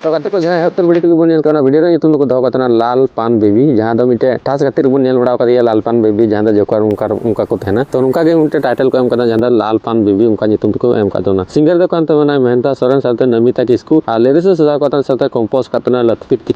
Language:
Santali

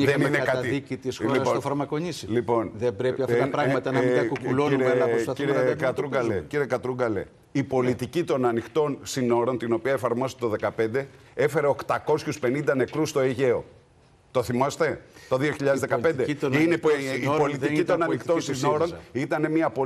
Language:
Greek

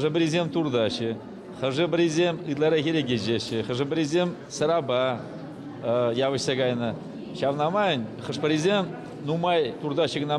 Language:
Chuvash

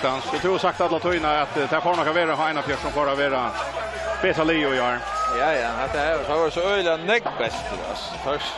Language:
Faroese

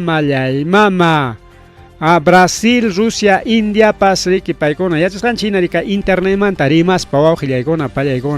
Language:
Ayacucho Quechua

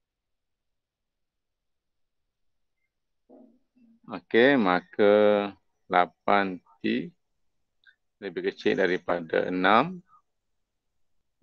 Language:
Malay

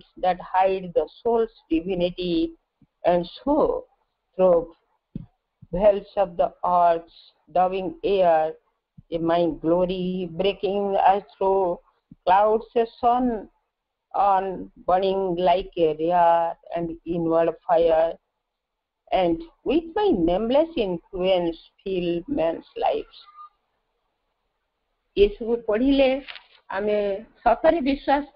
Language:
Odia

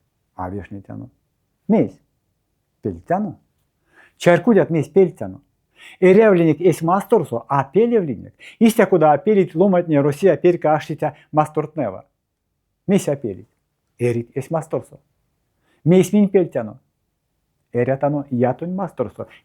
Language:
Erzya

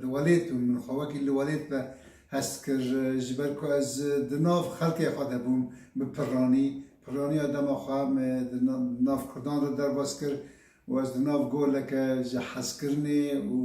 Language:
Kurdish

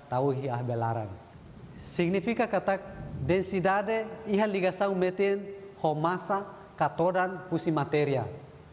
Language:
Tetum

